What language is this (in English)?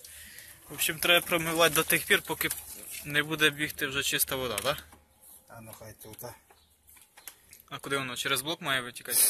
Ukrainian